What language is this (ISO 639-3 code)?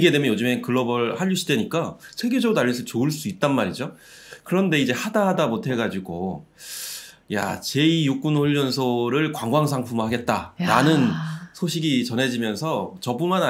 kor